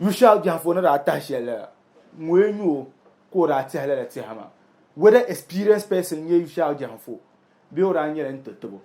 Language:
Dagbani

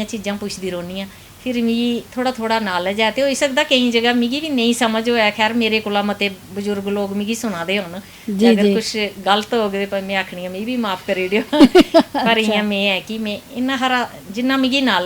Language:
Dogri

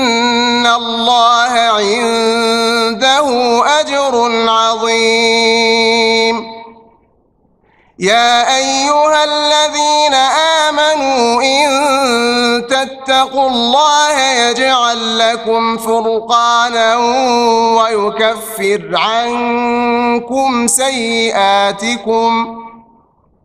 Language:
Arabic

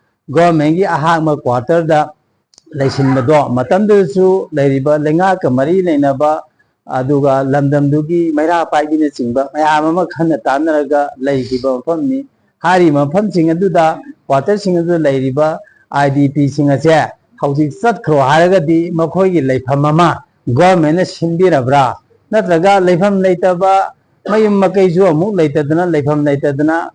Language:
Manipuri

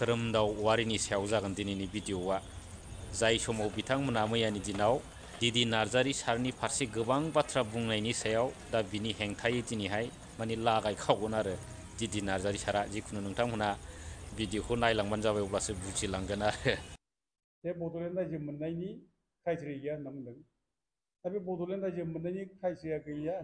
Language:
Bodo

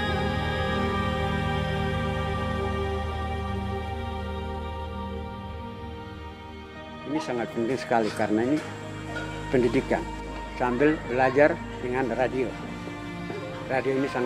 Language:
Indonesian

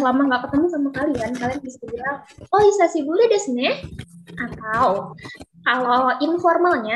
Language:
Indonesian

